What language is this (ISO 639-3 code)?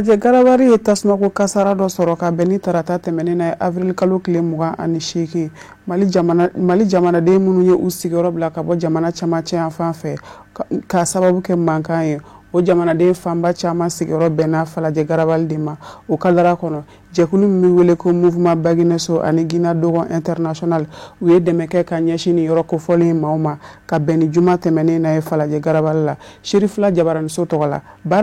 bam